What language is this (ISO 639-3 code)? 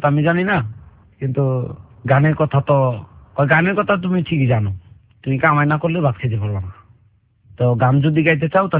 ben